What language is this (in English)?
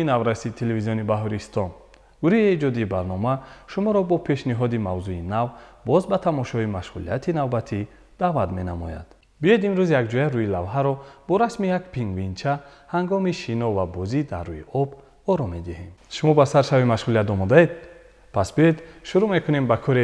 Tajik